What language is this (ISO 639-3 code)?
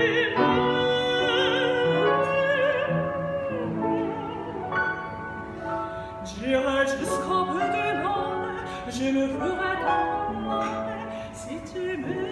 fra